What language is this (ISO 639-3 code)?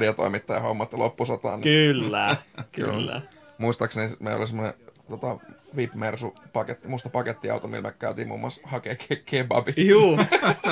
fin